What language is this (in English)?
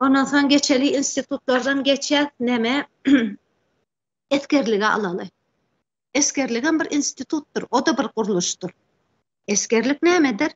Turkmen